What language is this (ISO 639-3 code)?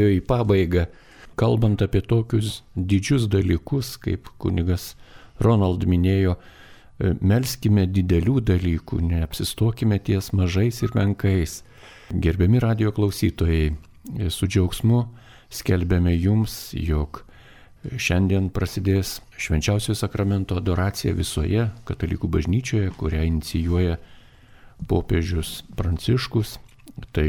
lit